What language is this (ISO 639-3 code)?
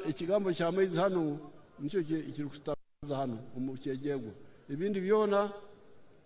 nyn